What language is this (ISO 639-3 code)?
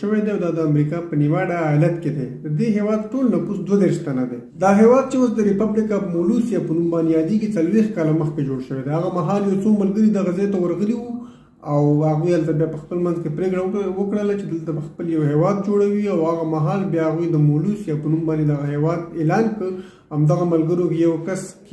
pus